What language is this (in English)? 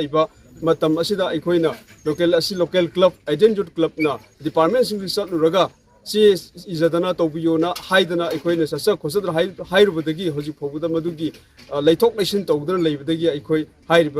Manipuri